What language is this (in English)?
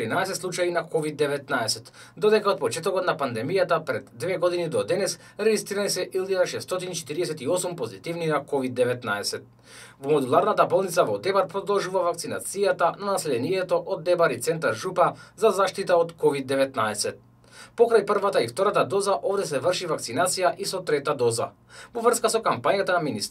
Macedonian